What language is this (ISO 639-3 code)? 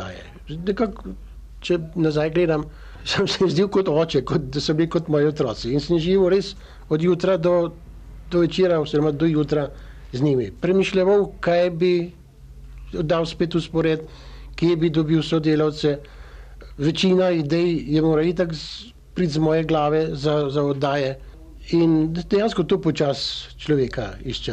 slv